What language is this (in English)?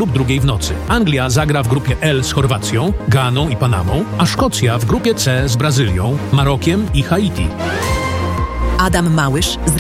Polish